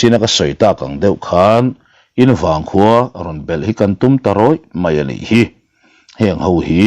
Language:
Mizo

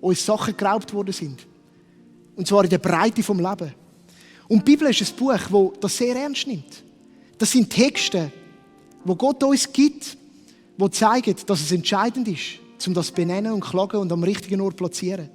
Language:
Swiss German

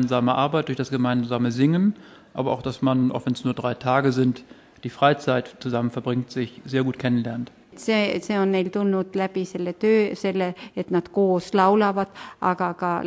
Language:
Estonian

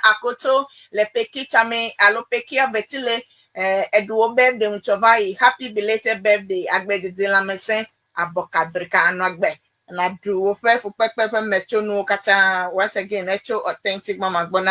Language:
Ewe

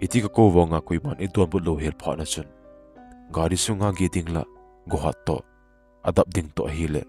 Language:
Thado Chin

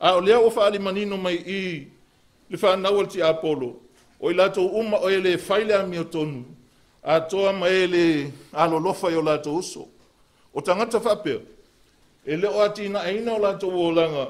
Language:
Samoan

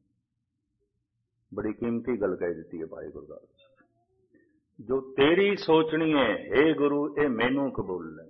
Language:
Punjabi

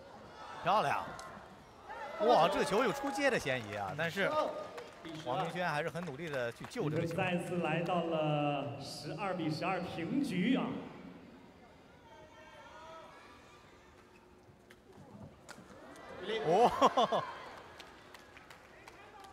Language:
Chinese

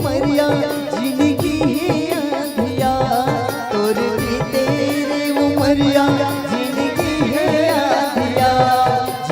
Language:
Chhattisgarhi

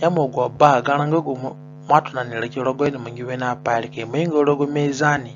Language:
Zande (individual language)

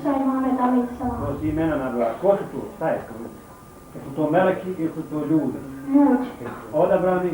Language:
Bosnian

